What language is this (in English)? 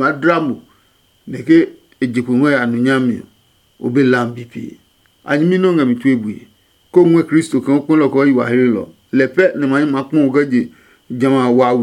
Adangme